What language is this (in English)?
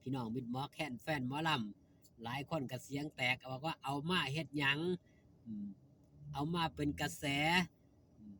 Northeastern Thai